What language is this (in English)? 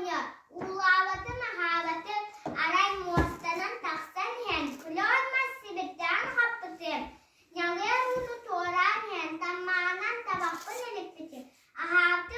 Yakut